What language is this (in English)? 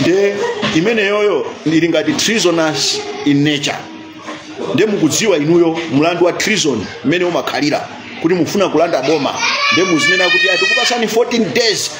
Nyanja